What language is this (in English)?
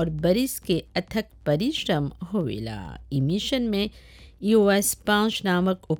Bhojpuri